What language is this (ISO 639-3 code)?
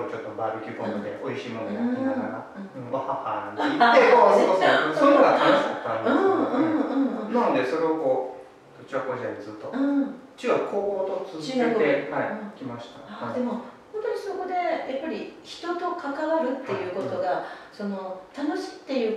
jpn